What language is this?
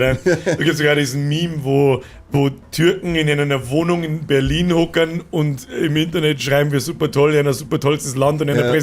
Bavarian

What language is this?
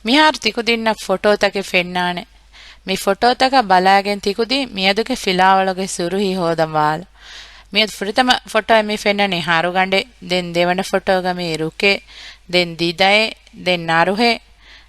Divehi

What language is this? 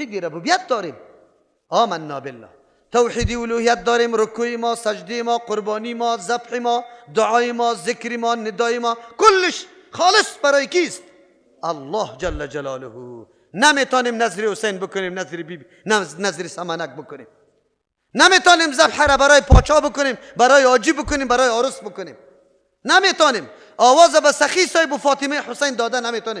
Persian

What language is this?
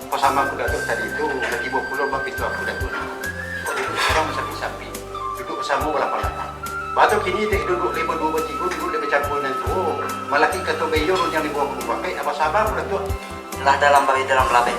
Minangkabau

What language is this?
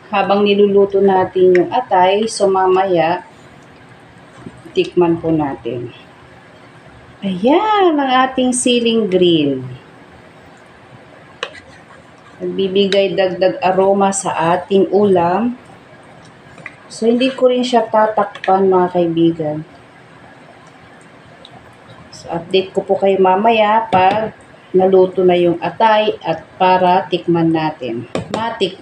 Filipino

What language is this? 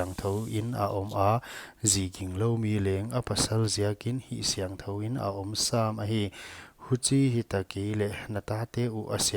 Paite Chin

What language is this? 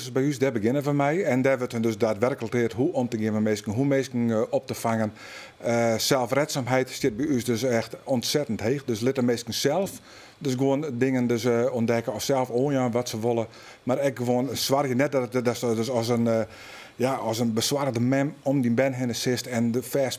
Western Frisian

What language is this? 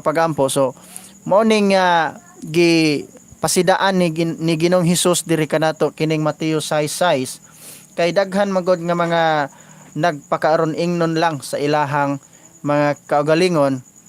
Cebuano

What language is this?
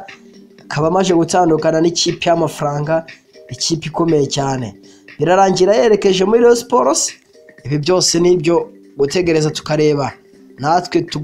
Kinyarwanda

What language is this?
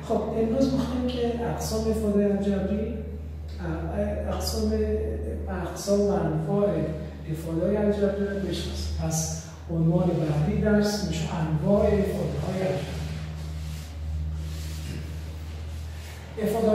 Persian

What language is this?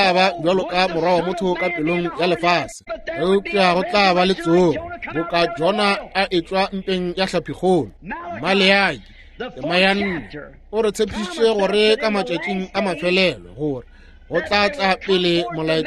Northern Sotho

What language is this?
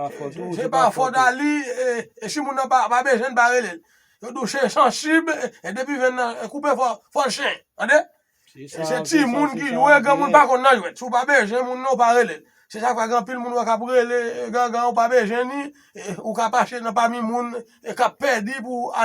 Haitian Creole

